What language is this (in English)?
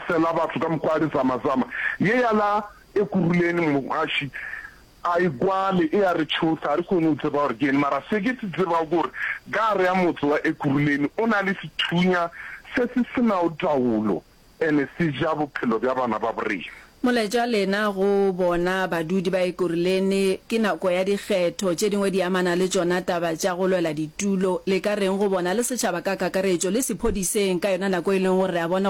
Northern Sotho